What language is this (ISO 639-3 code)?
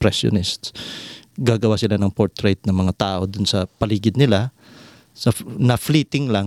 fil